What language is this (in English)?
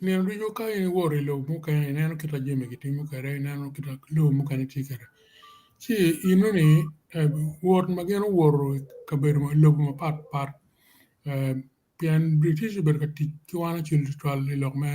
Acoli